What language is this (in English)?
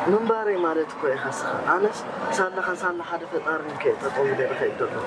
Tigrinya